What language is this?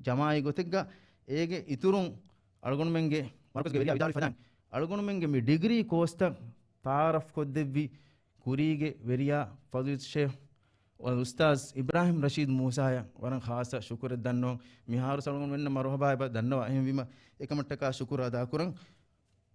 Divehi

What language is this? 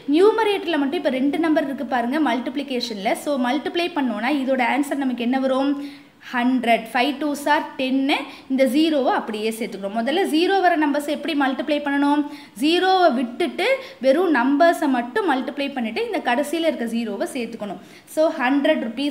Tamil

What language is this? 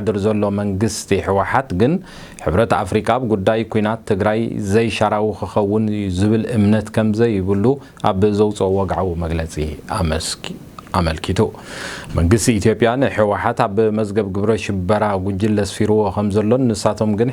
Tigrinya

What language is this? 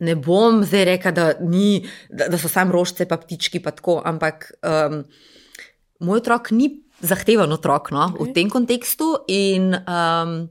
Slovenian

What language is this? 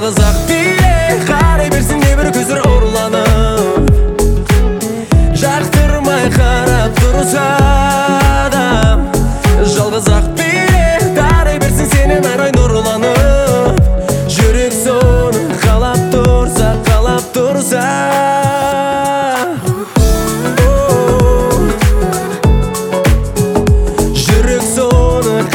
Kazakh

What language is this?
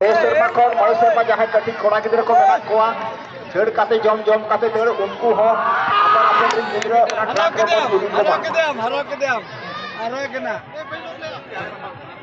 Santali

